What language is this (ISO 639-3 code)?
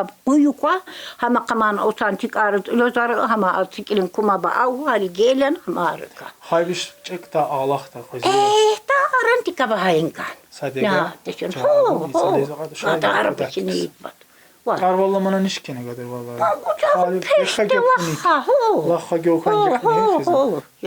tkr